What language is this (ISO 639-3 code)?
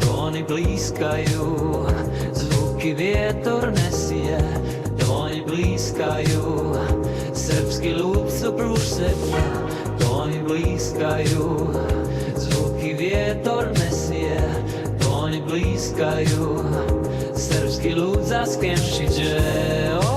hsb